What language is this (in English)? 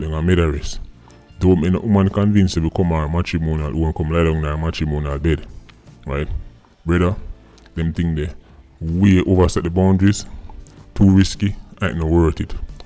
Jamaican Creole English